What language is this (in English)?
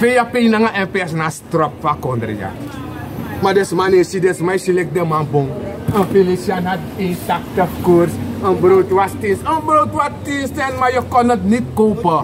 Sranan Tongo